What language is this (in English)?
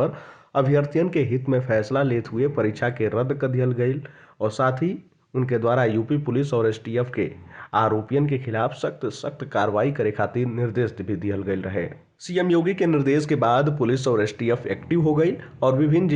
Bhojpuri